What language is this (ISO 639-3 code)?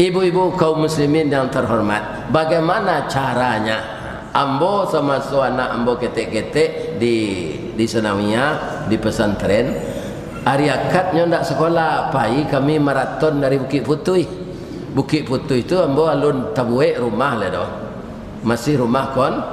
min